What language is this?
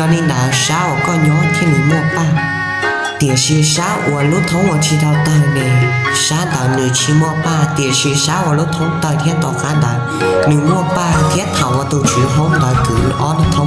Hmong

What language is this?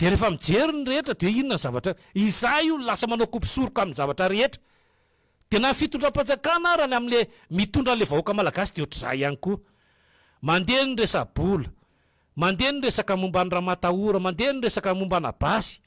Malagasy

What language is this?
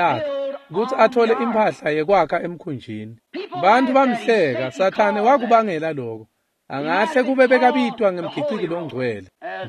Swati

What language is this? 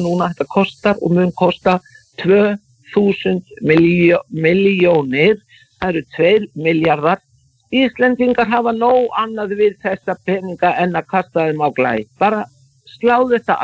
Icelandic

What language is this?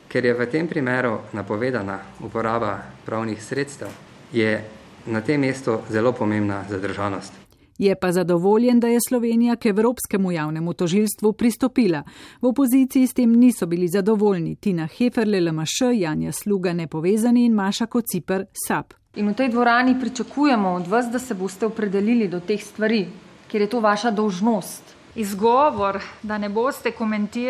Slovenian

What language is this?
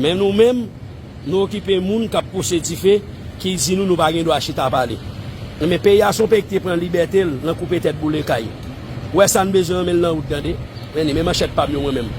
Haitian Creole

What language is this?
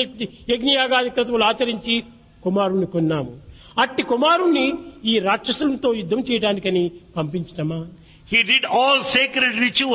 Telugu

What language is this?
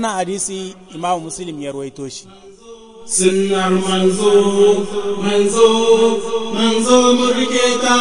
Hausa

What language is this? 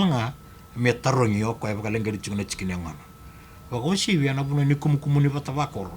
Fijian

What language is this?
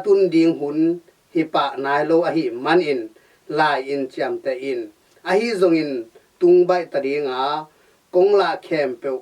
Tedim Chin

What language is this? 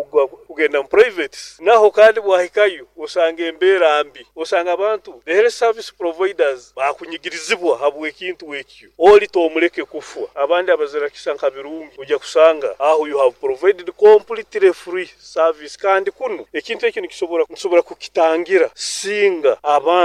Nyoro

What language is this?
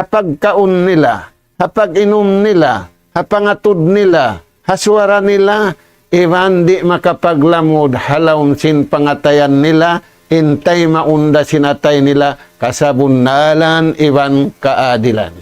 Tausug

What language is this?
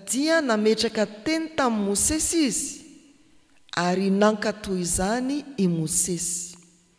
Malagasy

